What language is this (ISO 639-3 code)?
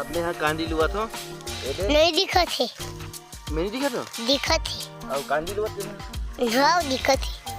hne